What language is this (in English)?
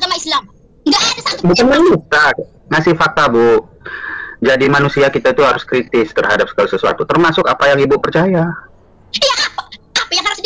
Indonesian